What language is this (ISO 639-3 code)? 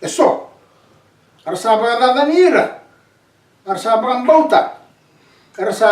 fij